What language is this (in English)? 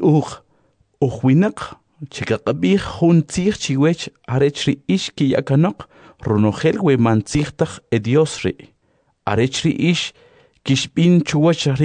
Kʼicheʼ